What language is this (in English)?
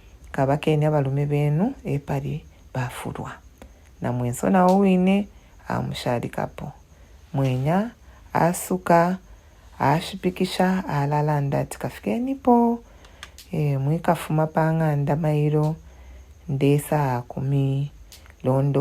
Bemba